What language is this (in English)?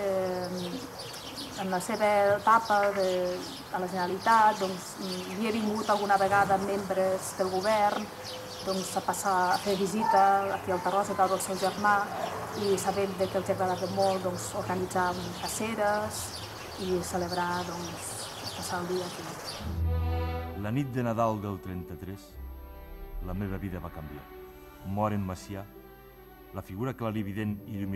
Catalan